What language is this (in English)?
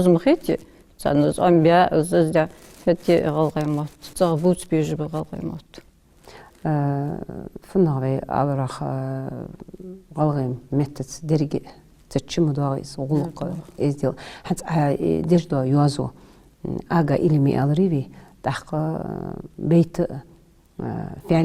Ingush